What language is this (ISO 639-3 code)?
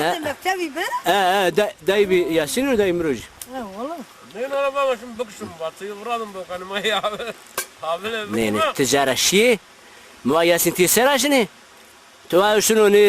zza